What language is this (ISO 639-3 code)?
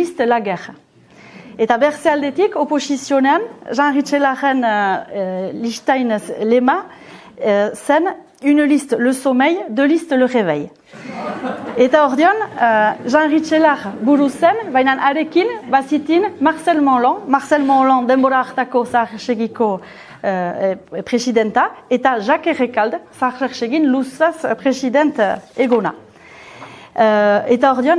eus